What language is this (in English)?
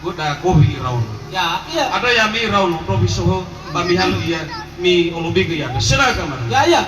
Nias